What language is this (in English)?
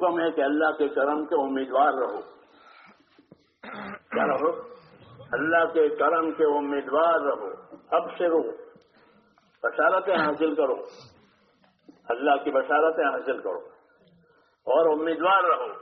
Urdu